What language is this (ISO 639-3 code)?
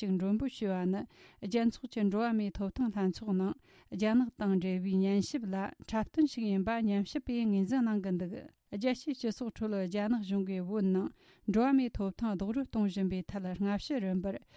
bod